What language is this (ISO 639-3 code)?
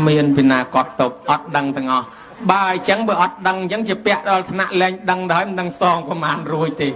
khm